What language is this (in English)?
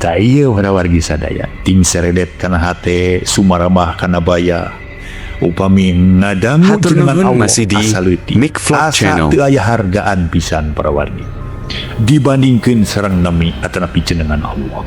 Sundanese